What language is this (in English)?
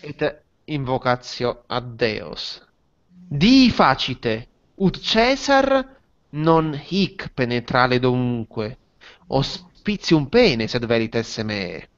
Latin